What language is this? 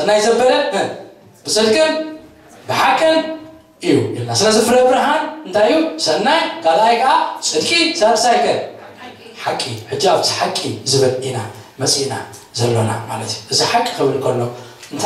Tigrinya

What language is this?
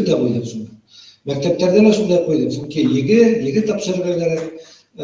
Bashkir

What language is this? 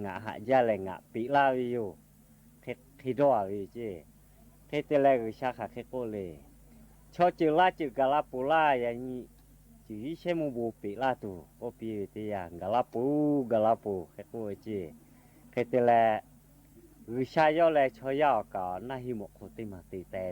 Lahu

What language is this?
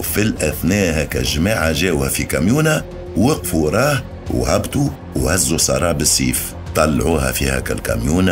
Tunisian Arabic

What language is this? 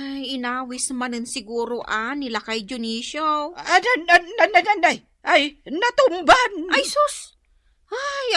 Iloko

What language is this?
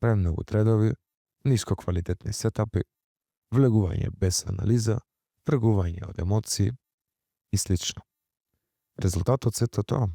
Macedonian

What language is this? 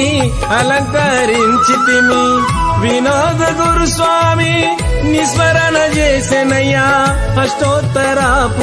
Telugu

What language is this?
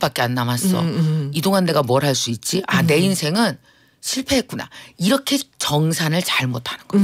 Korean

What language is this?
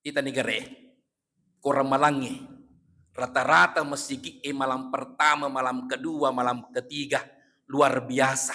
Buginese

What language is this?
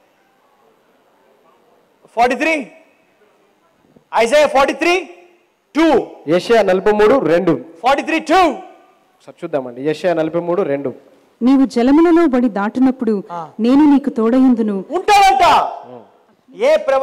Telugu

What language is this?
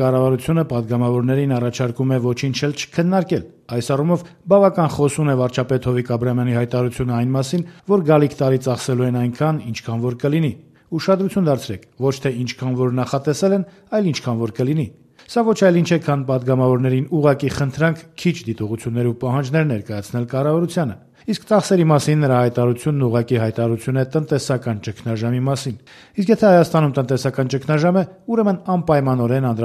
Armenian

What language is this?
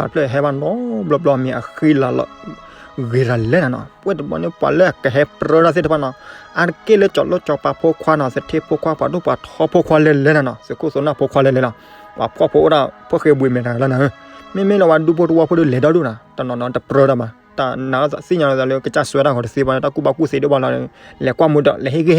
S'gaw Karen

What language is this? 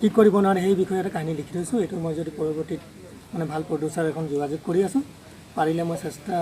Assamese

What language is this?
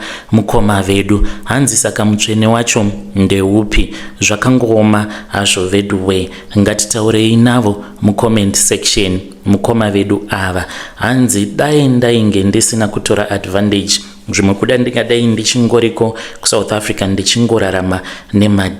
Shona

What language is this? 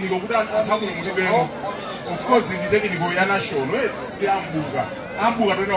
Nyanja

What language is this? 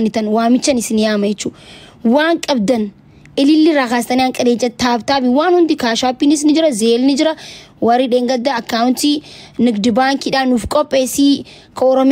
Oromo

